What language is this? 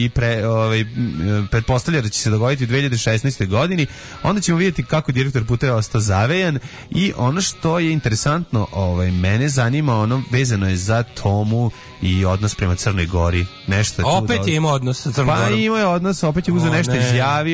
Serbian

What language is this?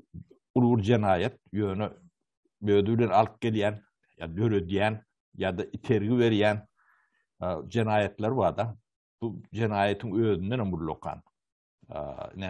Turkmen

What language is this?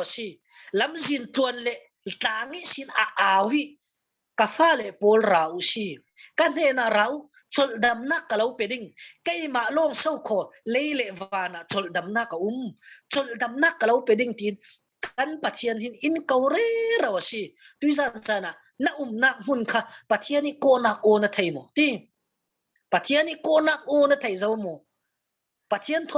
Falam Chin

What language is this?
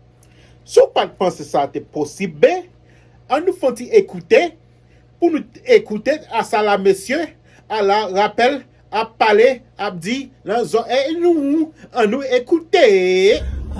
Haitian Creole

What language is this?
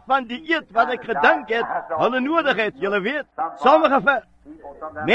Afrikaans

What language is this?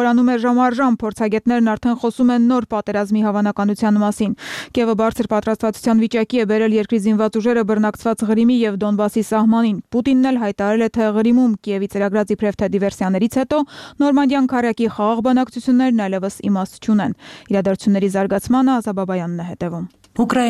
Armenian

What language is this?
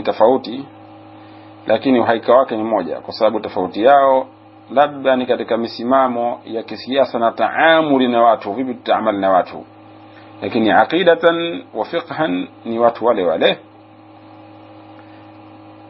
Swahili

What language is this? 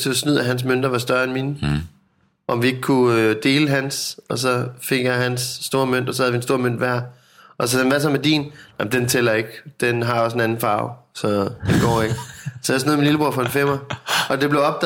Danish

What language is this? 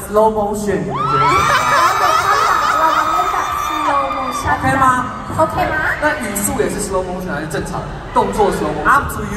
Chinese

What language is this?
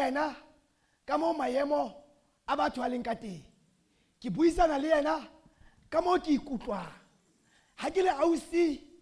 Southern Sotho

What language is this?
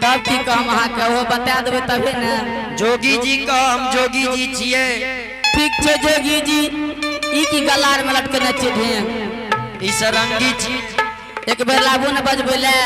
Angika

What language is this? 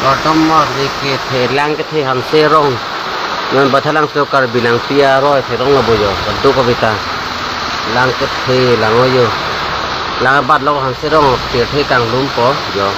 Karbi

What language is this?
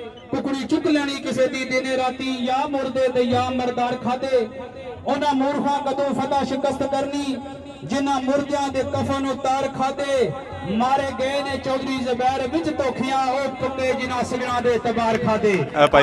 Pahari-Potwari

